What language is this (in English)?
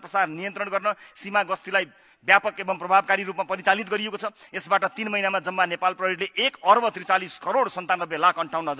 Nepali